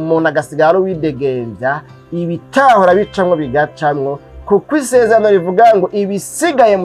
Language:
Rundi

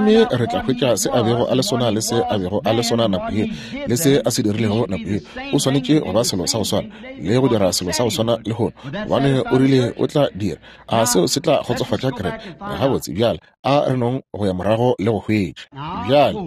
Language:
Northern Sotho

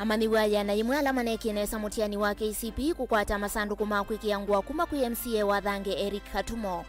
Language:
Kamba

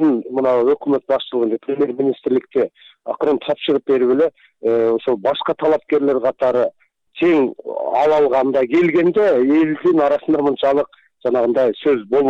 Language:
Kyrgyz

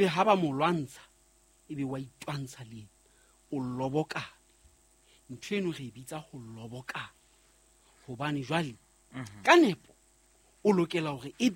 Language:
Southern Sotho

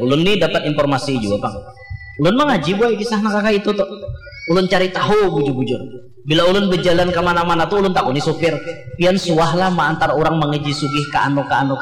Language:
Banjar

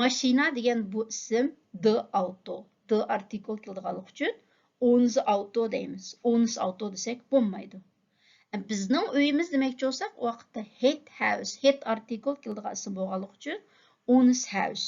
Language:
Uyghur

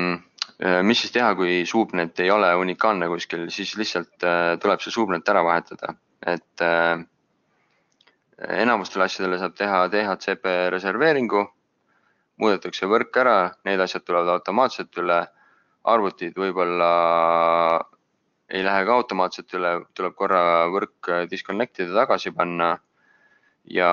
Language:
Estonian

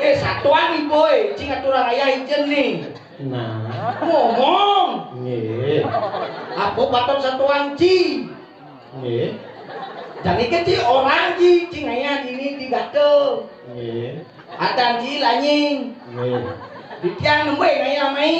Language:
Balinese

